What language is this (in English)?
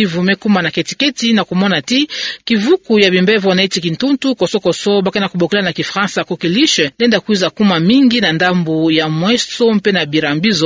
Kituba (Democratic Republic of Congo)